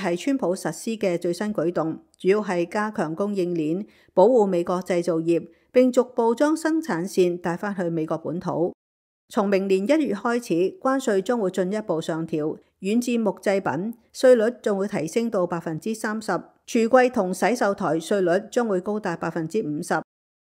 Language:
Cantonese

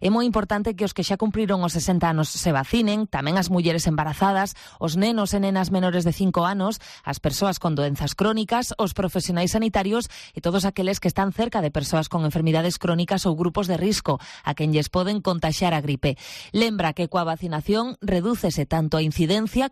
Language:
Galician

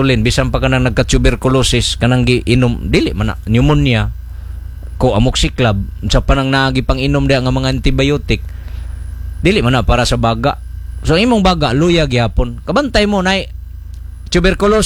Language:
Cebuano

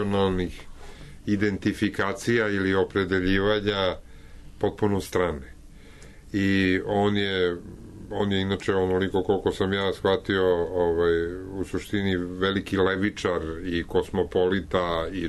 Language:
Serbian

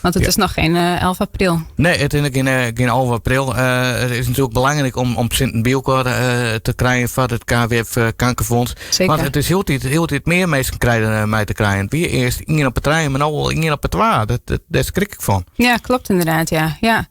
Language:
Western Frisian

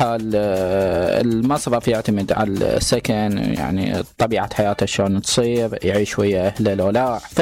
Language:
Mesopotamian Arabic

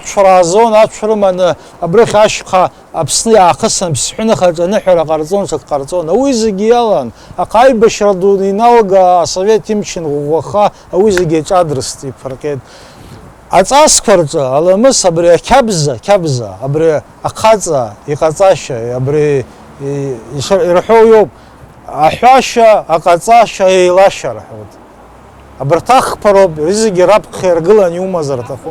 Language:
Abkhazian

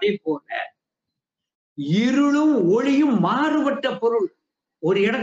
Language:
Tamil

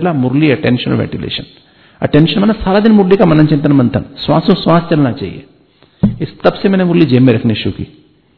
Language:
Hindi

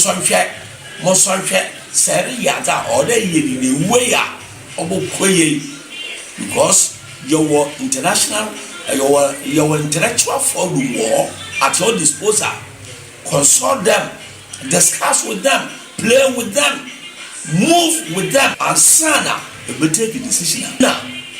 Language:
Akan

